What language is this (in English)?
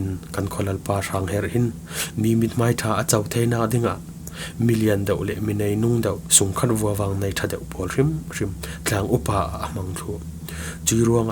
Falam Chin